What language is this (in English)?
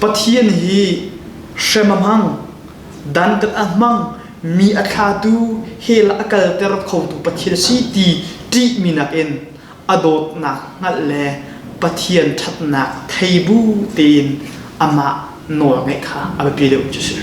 Hakha Chin